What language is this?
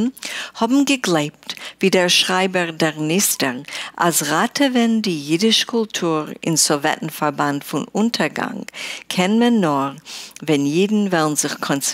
Yiddish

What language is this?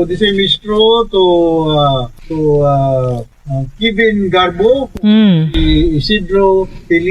Cebuano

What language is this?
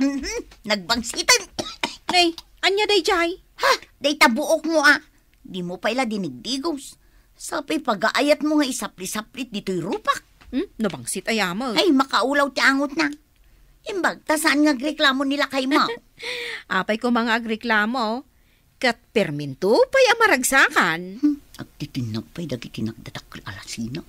Iloko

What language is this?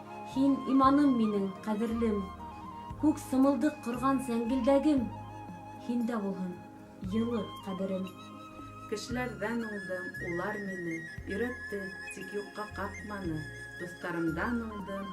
Bashkir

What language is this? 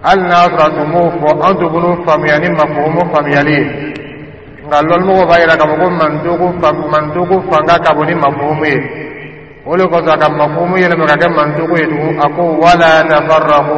Dyula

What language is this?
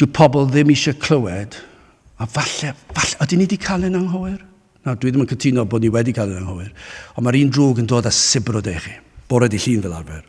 Welsh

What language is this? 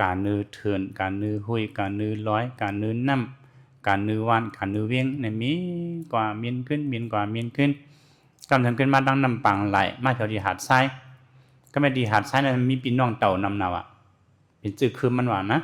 Shan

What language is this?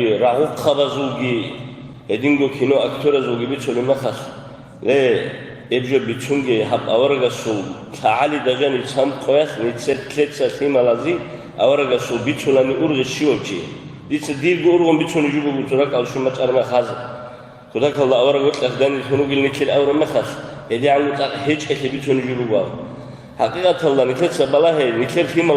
Avaric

